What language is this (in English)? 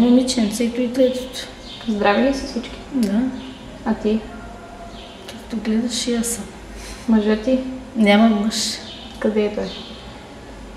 Bulgarian